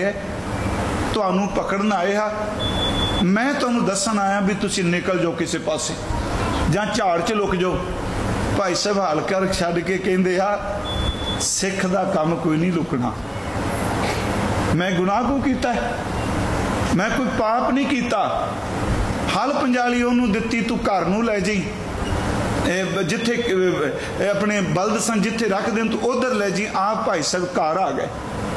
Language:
Punjabi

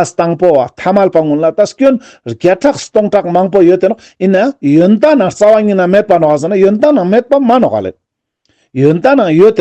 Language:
Ladakhi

